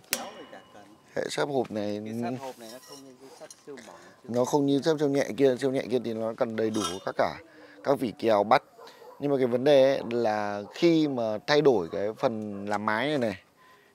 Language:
Vietnamese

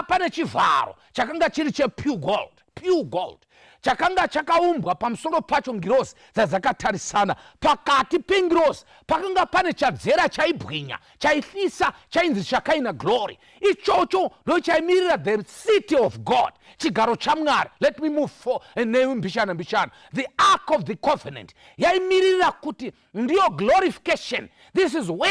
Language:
Shona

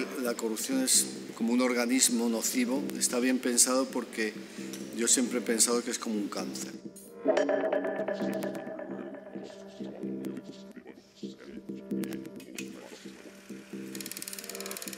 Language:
Spanish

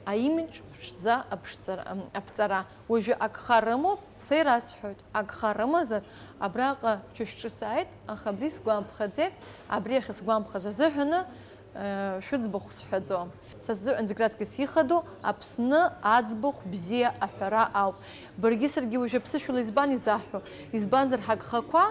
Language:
Abkhazian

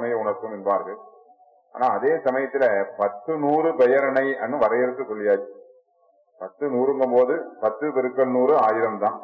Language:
Tamil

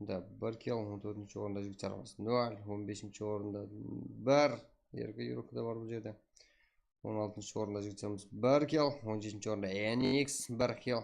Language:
Kara-Kalpak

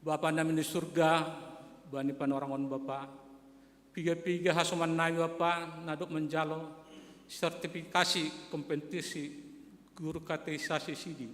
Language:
Batak Simalungun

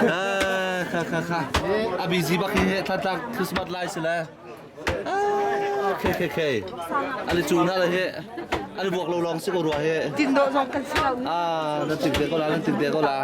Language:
Hakha Chin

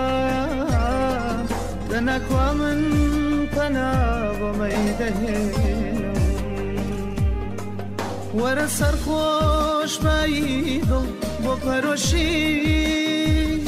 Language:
Central Kurdish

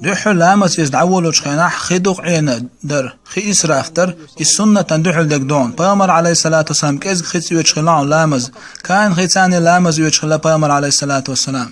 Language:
Chechen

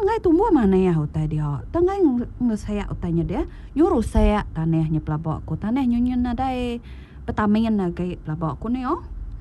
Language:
Iban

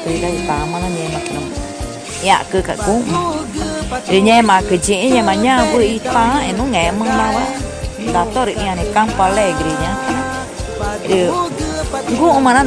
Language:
Ticuna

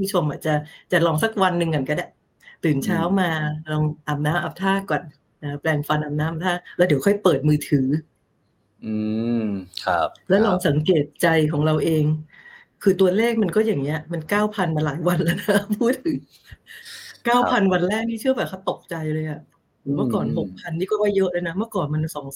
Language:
Thai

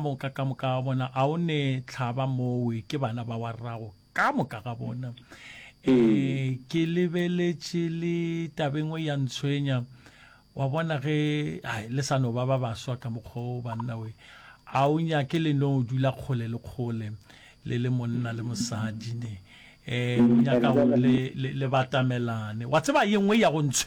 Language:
Northern Sotho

